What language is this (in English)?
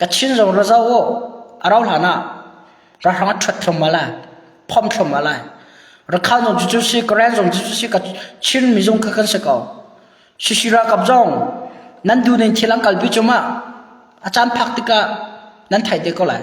Hakha Chin